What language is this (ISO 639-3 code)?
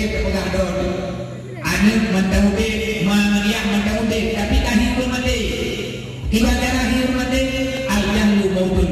ace